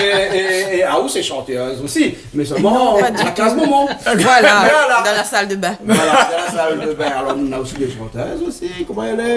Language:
Réunion Creole French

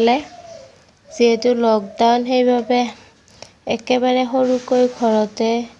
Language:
Assamese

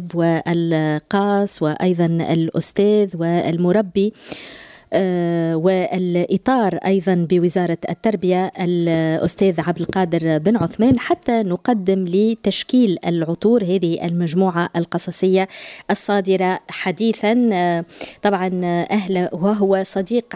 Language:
Tunisian Arabic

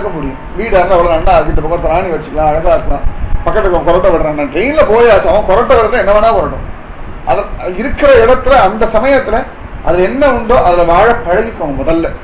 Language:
Tamil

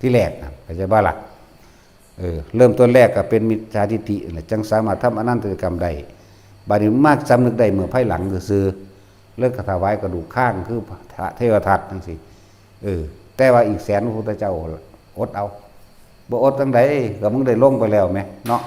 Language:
Northeastern Thai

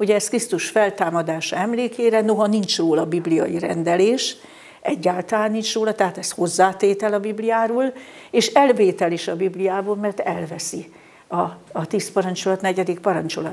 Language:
Hungarian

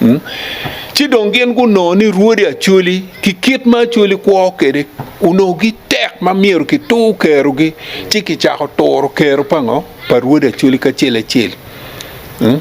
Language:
Acoli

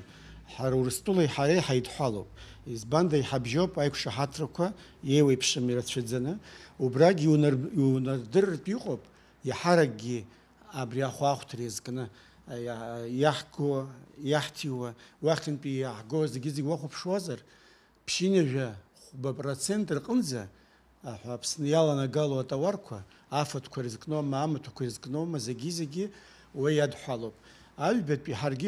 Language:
Abkhazian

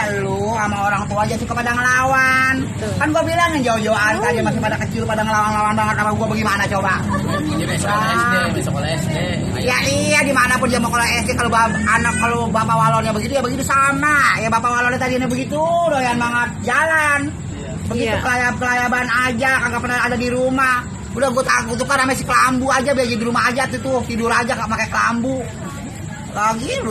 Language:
Betawi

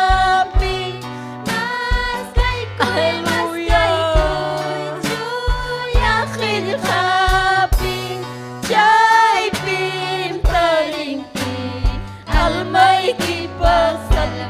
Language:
Ayacucho Quechua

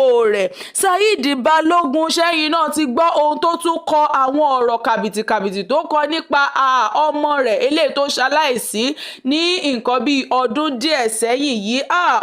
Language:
Yoruba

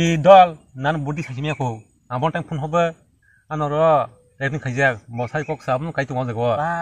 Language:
Kok Borok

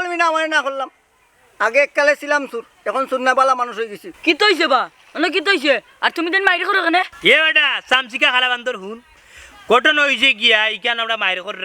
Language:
Sylheti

